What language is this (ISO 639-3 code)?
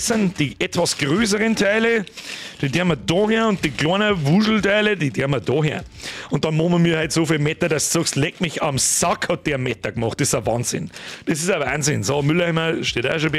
bar